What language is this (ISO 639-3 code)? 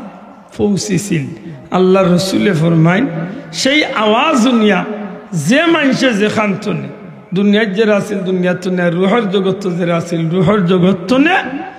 syl